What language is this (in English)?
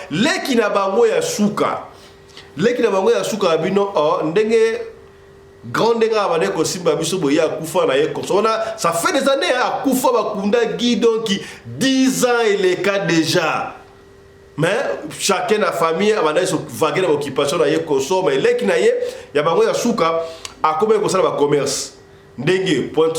Lingala